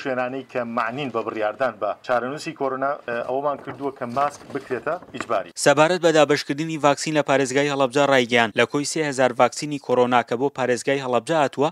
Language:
Central Kurdish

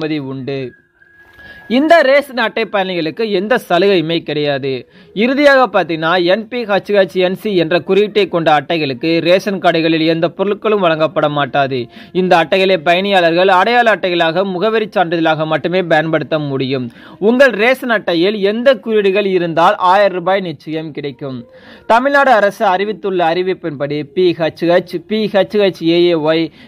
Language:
Tamil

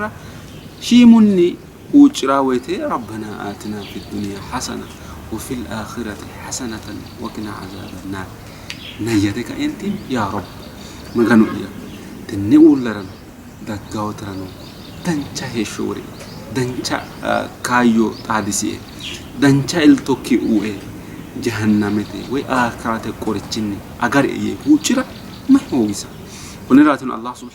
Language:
Sidamo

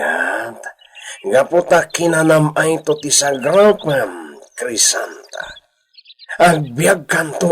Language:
Iloko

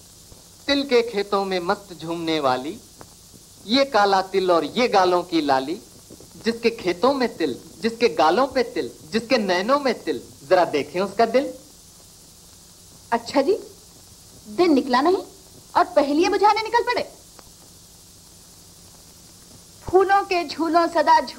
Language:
Hindi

